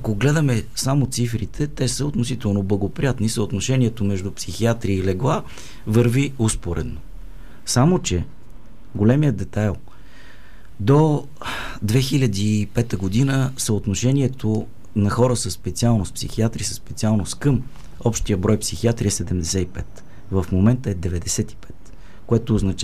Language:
Bulgarian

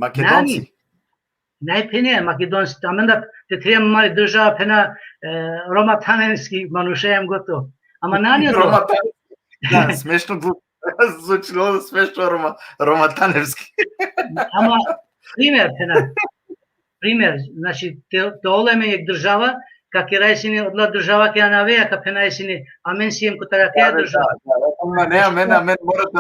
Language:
Balkan Romani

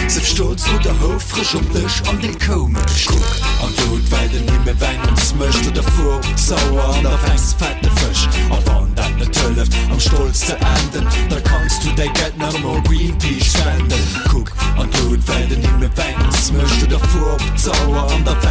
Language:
Luxembourgish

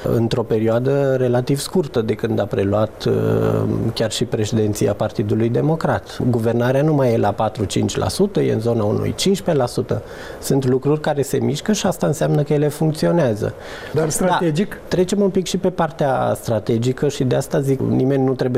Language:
Romanian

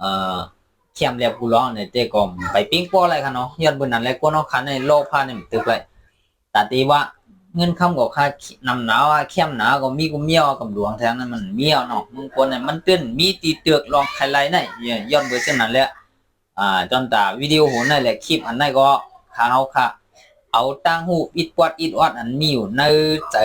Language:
Shan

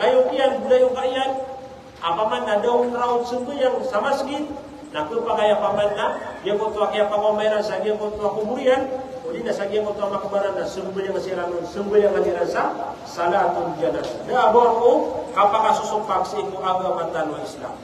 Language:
Maranao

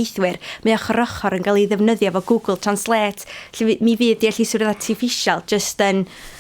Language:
Welsh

